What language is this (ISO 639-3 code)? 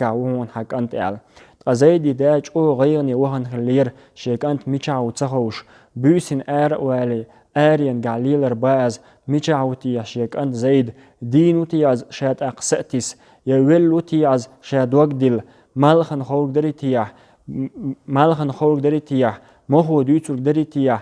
che